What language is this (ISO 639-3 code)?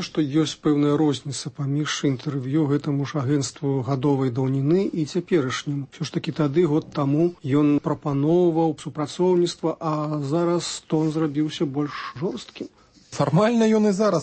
bel